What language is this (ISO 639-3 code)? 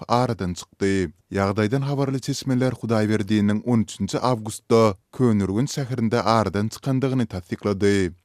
tuk